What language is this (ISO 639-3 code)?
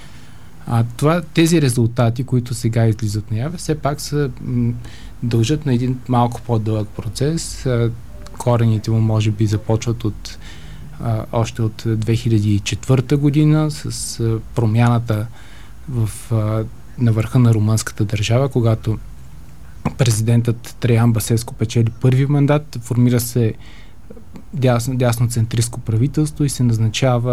bul